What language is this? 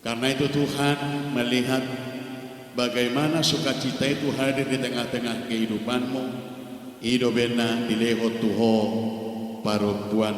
Batak Toba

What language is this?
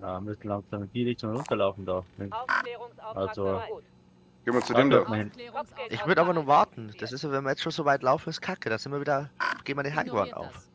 Bavarian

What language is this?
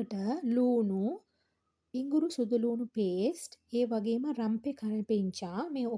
Sinhala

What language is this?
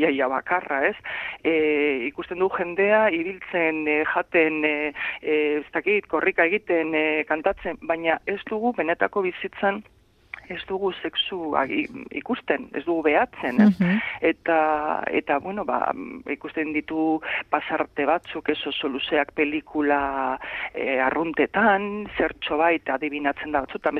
Basque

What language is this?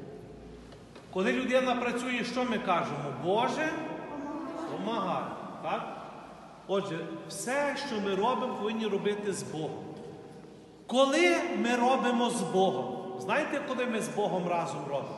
Ukrainian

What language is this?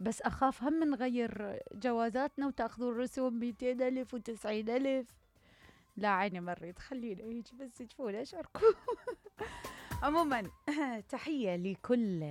Mesopotamian Arabic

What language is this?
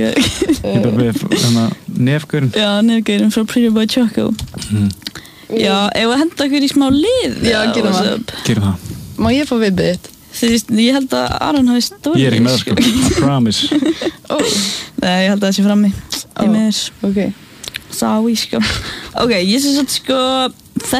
Icelandic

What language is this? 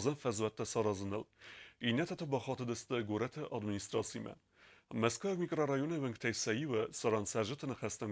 Ossetic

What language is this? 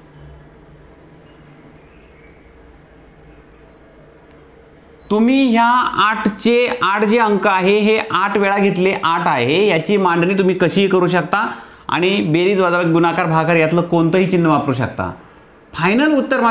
Marathi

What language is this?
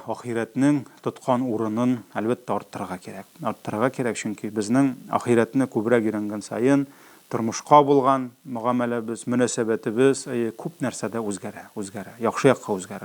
Tatar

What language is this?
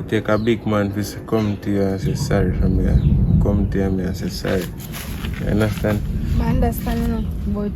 Jamaican Creole English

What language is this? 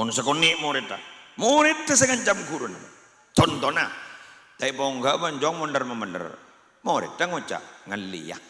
Madurese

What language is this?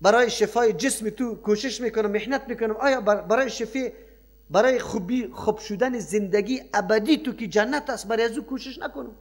Persian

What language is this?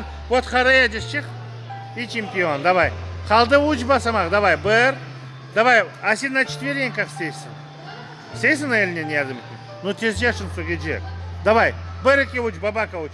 Crimean Tatar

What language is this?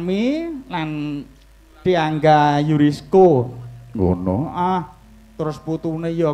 Javanese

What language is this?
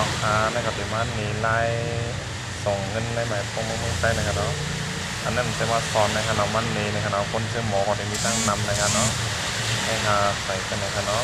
Shan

